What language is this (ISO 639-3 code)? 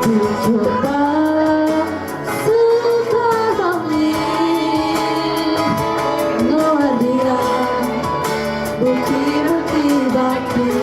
ban